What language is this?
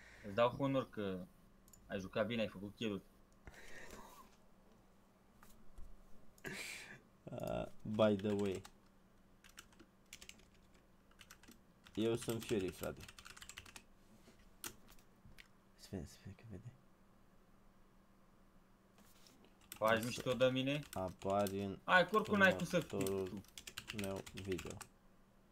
Romanian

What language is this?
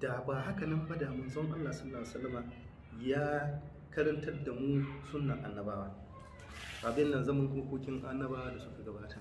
Hausa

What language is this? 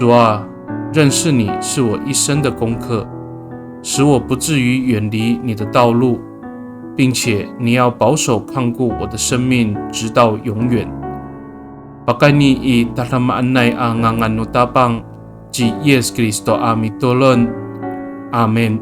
Amis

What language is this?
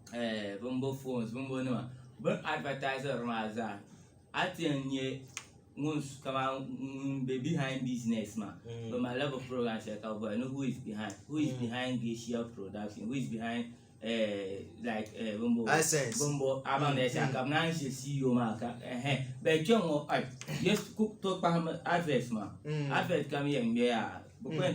Dagbani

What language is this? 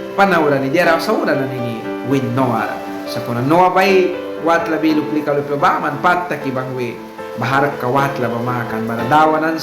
Mískito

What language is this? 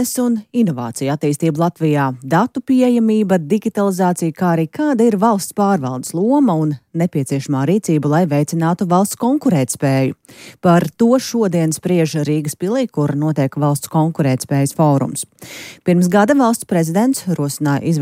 Latvian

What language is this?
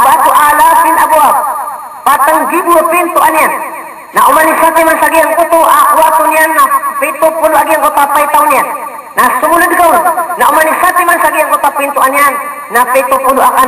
Maranao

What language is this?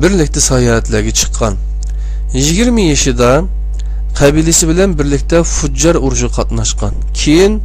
Uyghur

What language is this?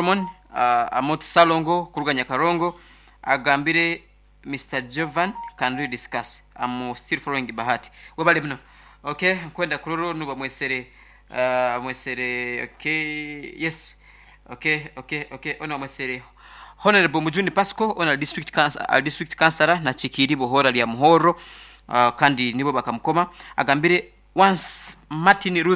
Nyankole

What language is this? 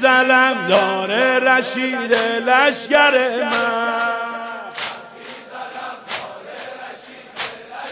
Persian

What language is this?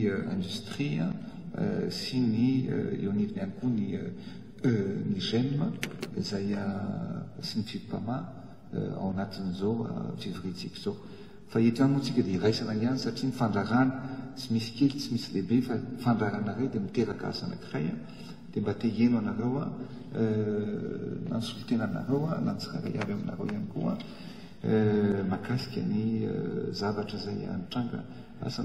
Malagasy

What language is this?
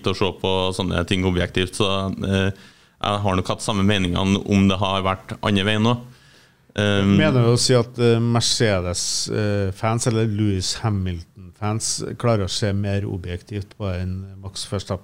Norwegian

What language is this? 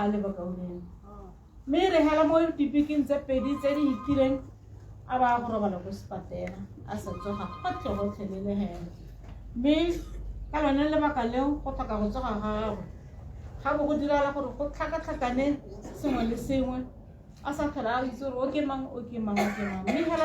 Tswana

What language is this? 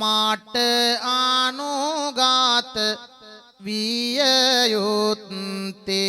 Sinhala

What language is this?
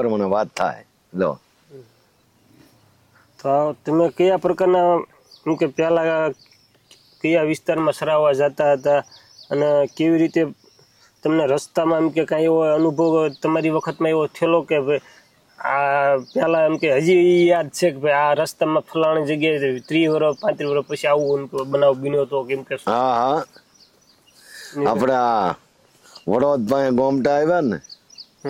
Gujarati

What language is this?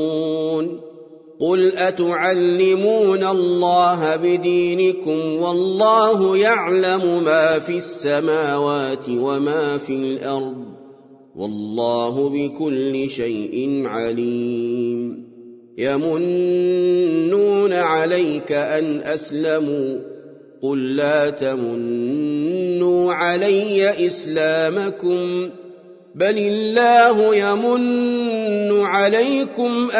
Arabic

